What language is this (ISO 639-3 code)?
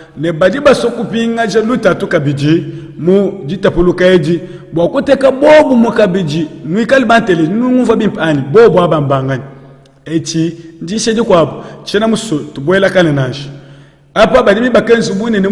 lua